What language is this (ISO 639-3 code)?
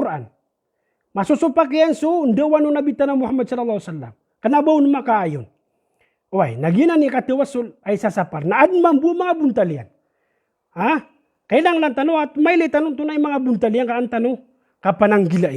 mrw